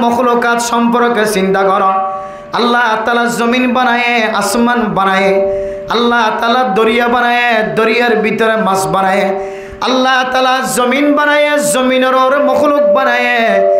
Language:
Rohingya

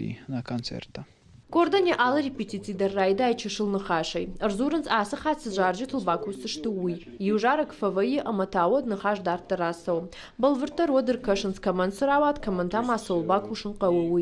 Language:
Ossetic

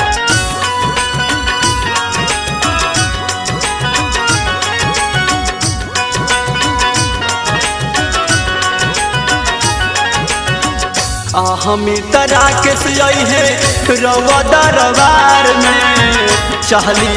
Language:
Bhojpuri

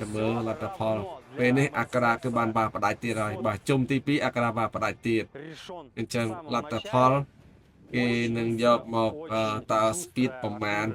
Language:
Khmer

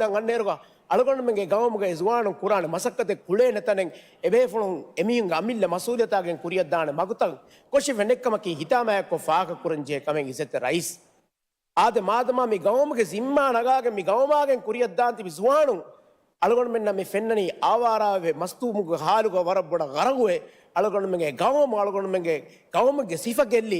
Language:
Divehi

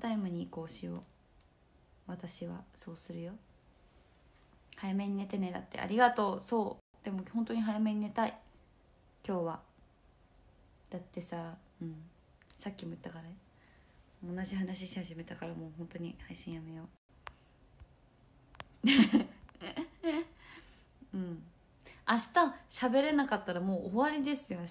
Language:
Japanese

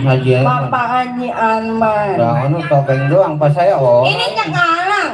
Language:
Betawi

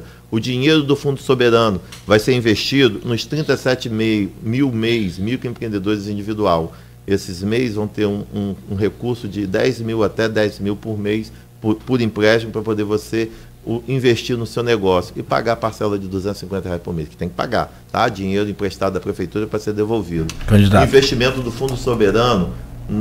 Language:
Portuguese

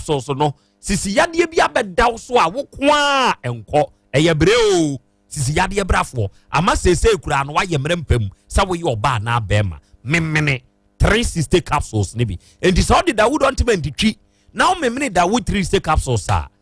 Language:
Akan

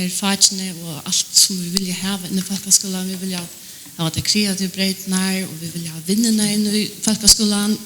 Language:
Faroese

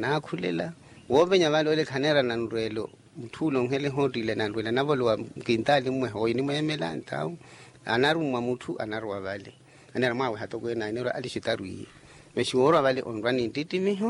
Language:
Makhuwa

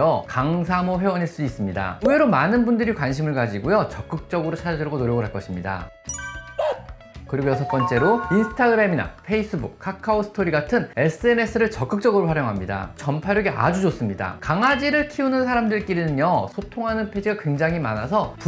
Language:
Korean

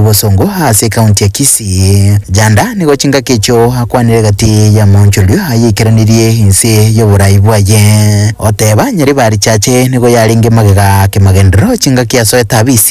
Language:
Gusii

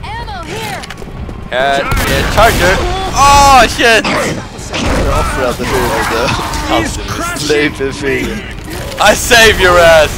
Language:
Faroese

